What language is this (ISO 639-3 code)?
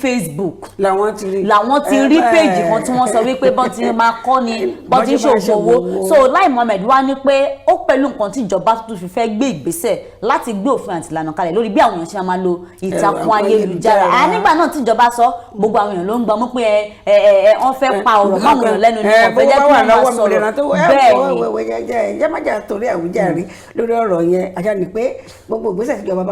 yor